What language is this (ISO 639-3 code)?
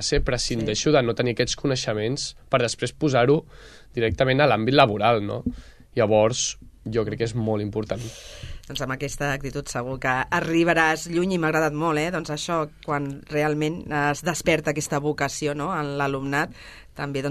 cat